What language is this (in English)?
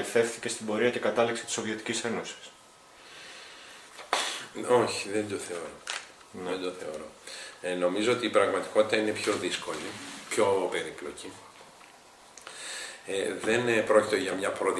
Greek